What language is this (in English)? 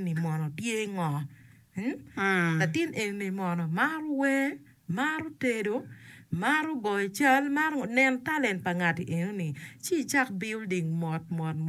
Acoli